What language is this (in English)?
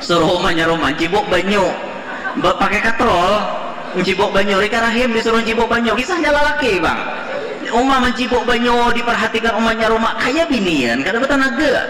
Banjar